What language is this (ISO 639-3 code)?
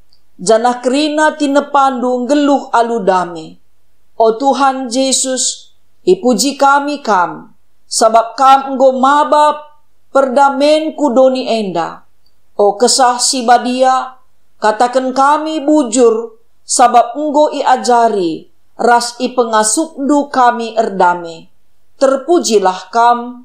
btx